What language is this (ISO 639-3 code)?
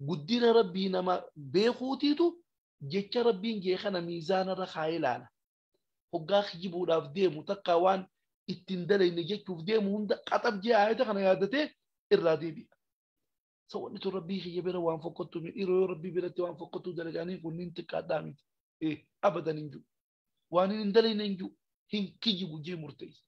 orm